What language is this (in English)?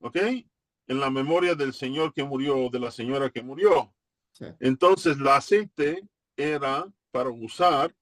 Ladino